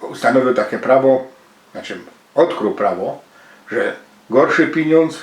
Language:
Silesian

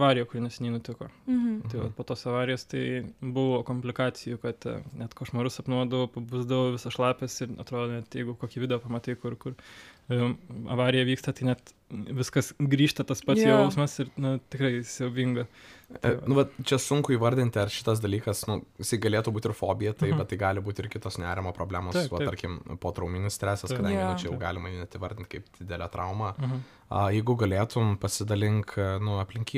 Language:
Lithuanian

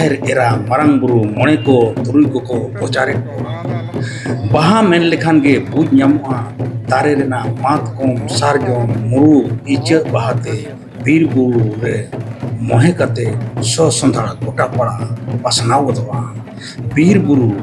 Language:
Santali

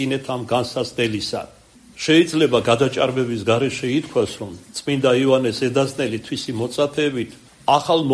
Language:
Georgian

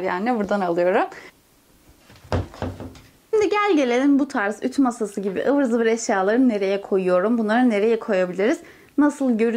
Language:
Turkish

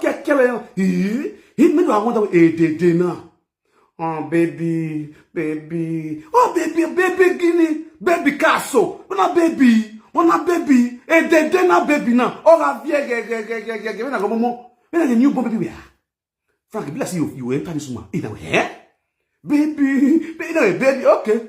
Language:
Nigerian Pidgin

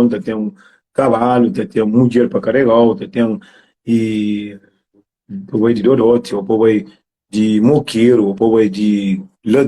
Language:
Kabuverdianu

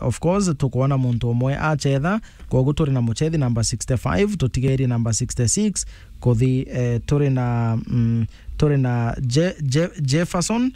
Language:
Meru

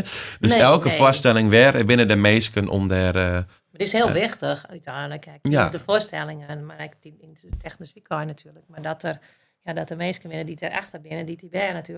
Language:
Western Frisian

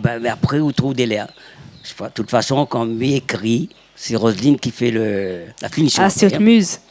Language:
Réunion Creole French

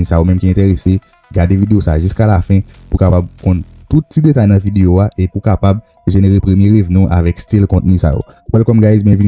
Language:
Haitian Creole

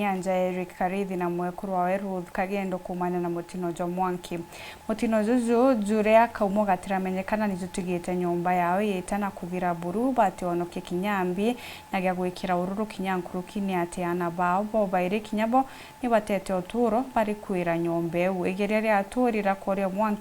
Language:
Meru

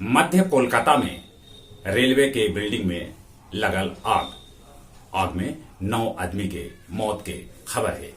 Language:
Magahi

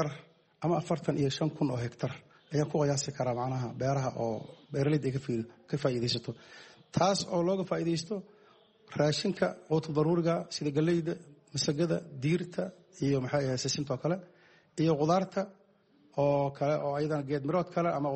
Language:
Somali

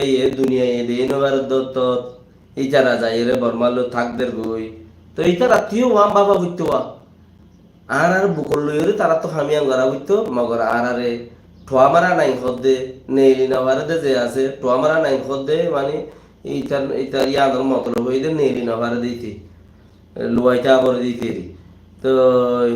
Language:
Rohingya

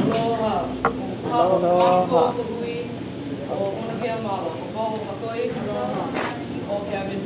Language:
Hawaiian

